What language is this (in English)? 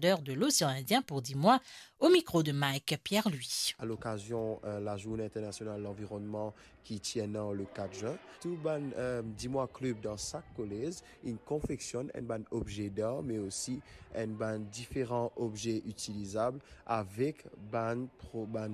Morisyen